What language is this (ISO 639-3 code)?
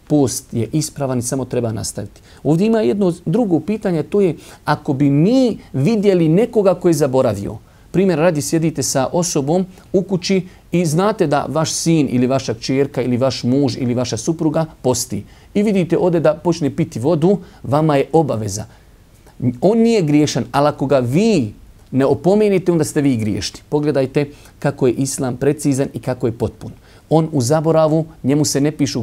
bos